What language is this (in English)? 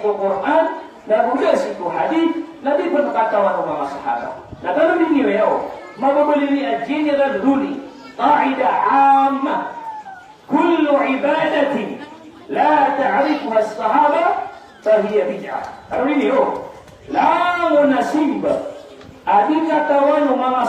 Maranao